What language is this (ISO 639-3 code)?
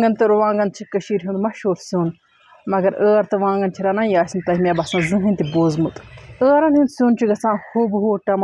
kas